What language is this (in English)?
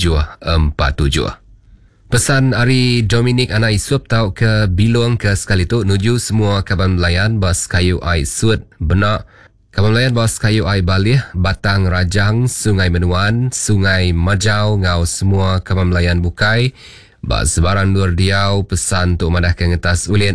Iban